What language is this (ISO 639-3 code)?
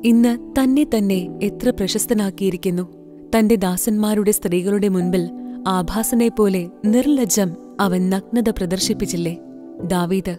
mal